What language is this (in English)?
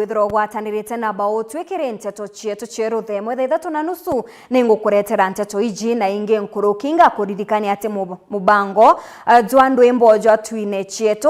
Meru